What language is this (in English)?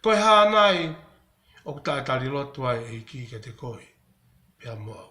Tongan